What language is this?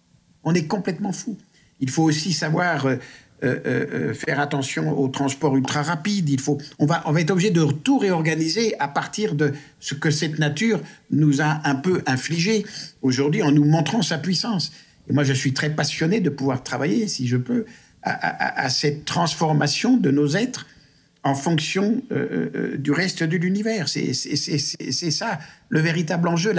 French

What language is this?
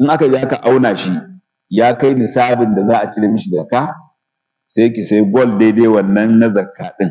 Hausa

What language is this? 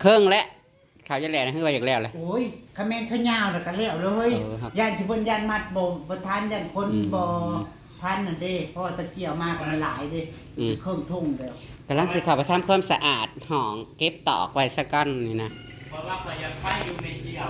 Northeastern Thai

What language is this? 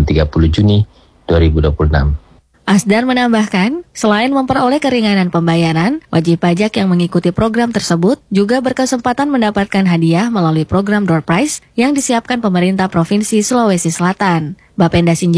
Indonesian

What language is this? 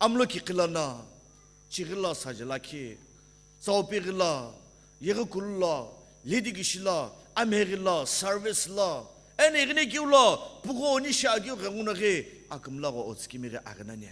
Sumi Naga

